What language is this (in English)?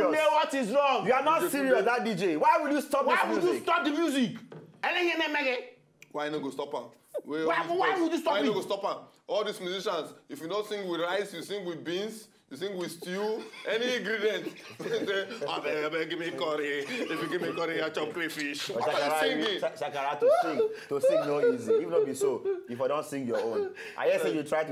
Nigerian Pidgin